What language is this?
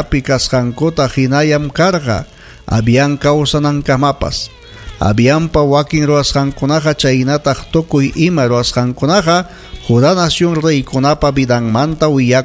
Ayacucho Quechua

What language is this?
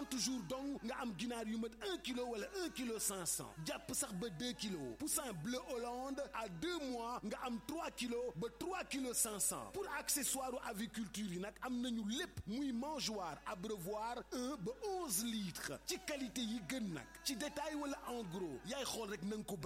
Wolof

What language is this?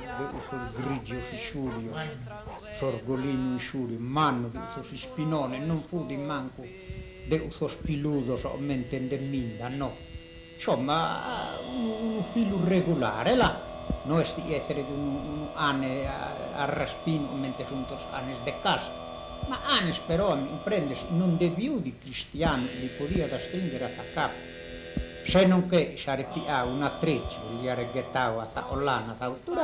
Sardinian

